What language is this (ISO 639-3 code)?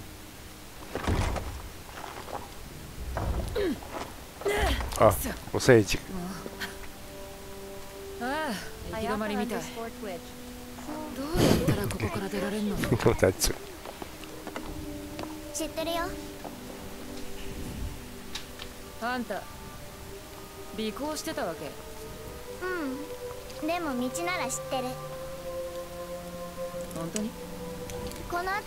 jpn